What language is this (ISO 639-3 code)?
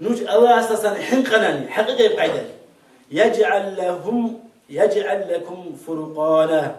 ava